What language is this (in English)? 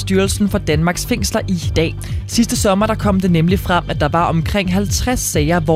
Danish